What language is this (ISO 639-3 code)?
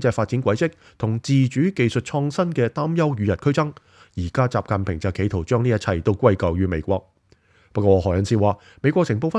yue